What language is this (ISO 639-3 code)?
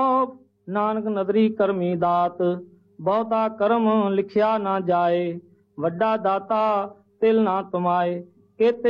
pan